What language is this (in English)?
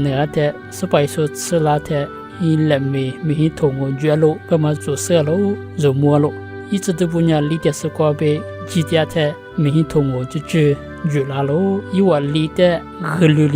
Lisu